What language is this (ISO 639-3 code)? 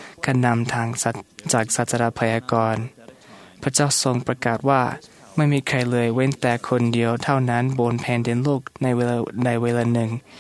tha